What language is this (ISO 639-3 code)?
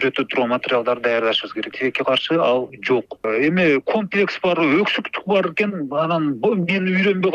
kir